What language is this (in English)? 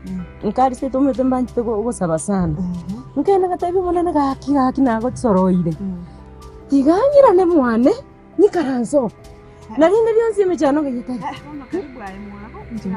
Gusii